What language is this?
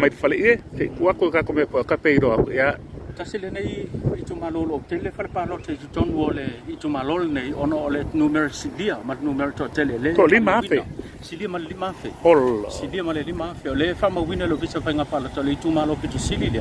Samoan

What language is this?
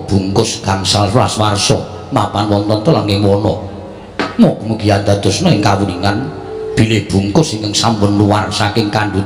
Javanese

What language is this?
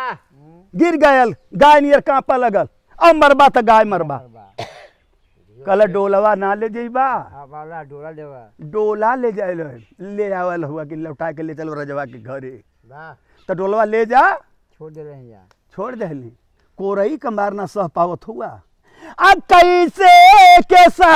Bhojpuri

